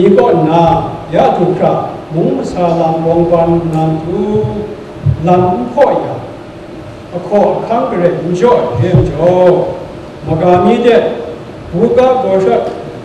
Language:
Kachin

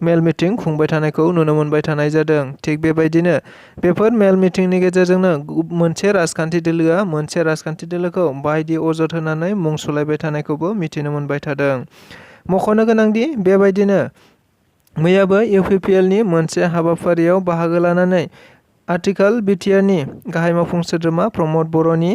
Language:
Bodo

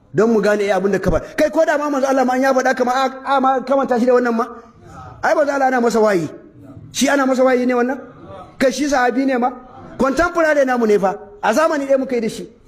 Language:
Hausa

